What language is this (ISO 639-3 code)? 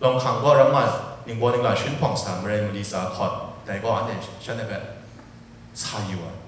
kac